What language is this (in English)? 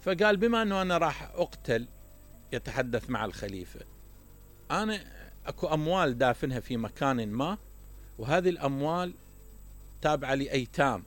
Mesopotamian Arabic